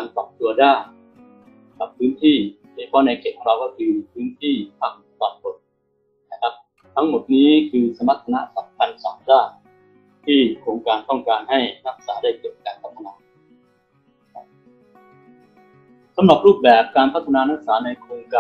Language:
Thai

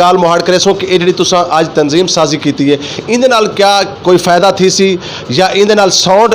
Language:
Saraiki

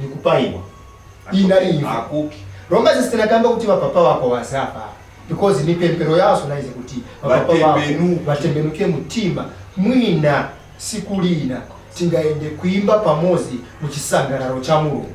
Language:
Nyanja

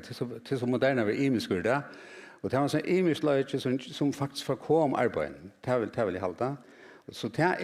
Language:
Faroese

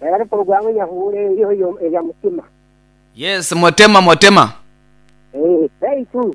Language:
Nyankole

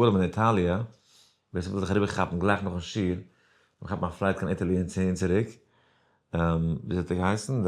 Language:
Yiddish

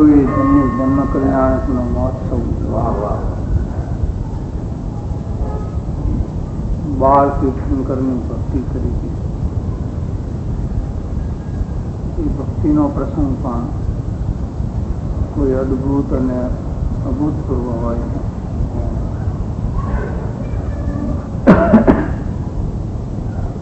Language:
Gujarati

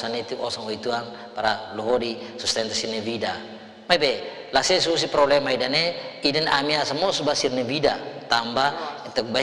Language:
Tetum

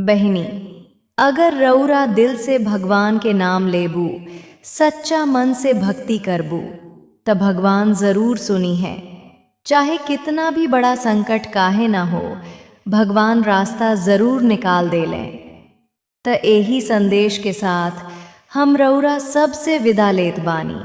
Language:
Bhojpuri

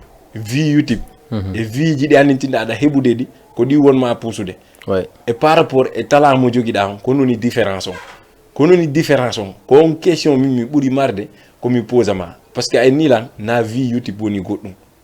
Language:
Fula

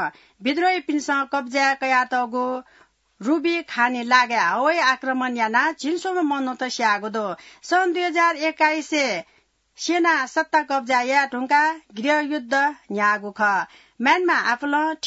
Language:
Newari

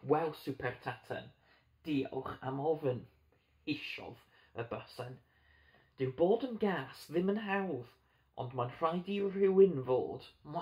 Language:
Welsh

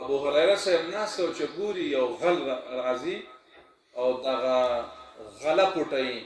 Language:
Pashto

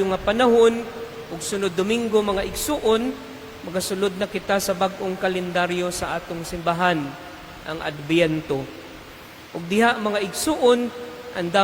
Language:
Cebuano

